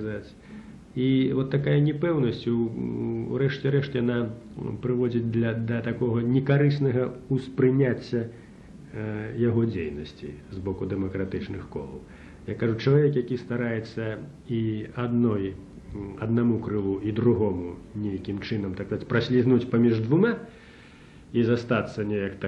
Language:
Belarusian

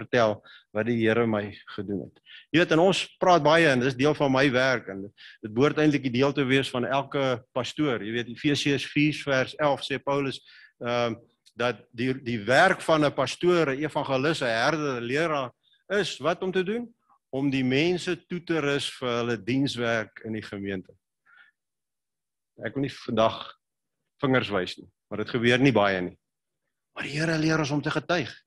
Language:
Afrikaans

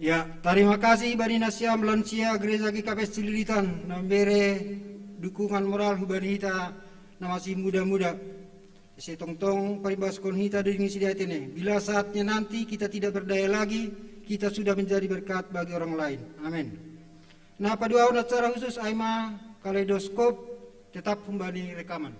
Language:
Batak Simalungun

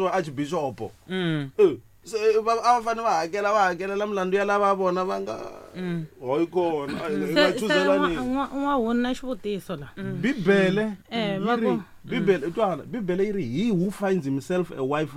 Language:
Tsonga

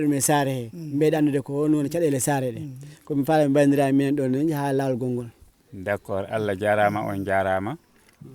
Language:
Fula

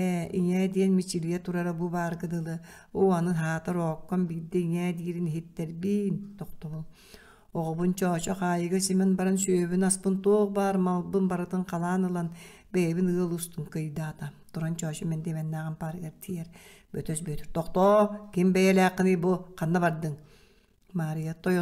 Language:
Yakut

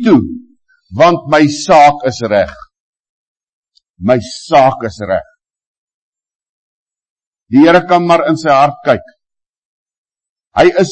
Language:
Afrikaans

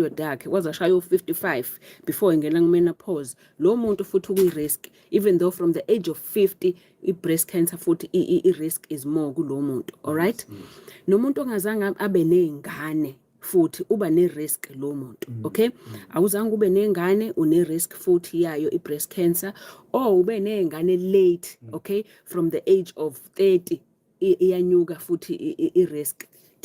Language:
Zulu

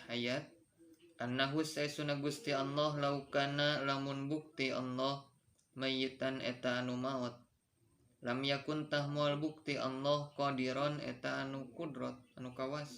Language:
Sundanese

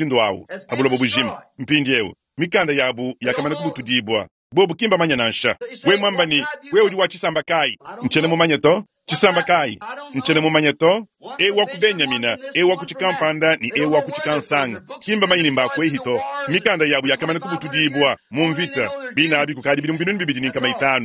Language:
Luba-Lulua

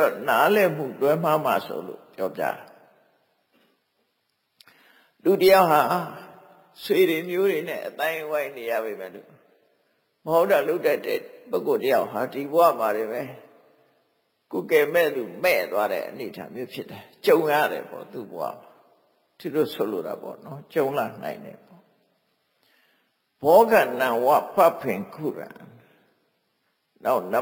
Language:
Burmese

